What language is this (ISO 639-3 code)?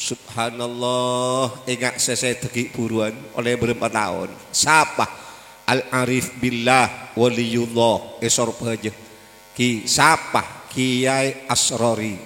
mad